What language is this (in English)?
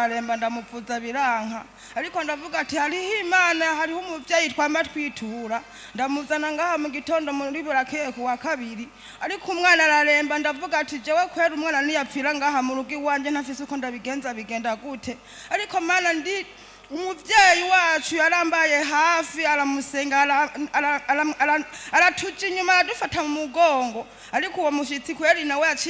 Rundi